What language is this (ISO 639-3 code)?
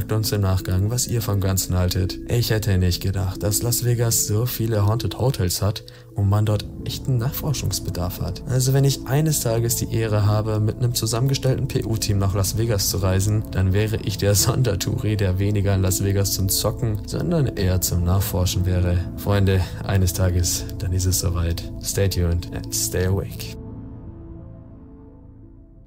deu